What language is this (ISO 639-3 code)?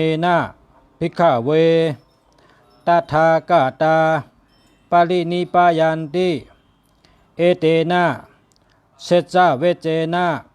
shn